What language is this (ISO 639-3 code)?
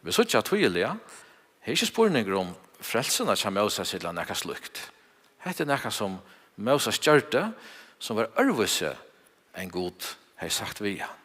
fao